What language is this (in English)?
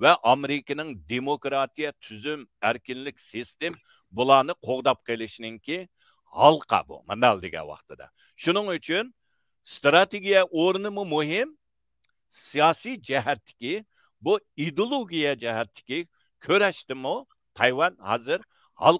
Uyghur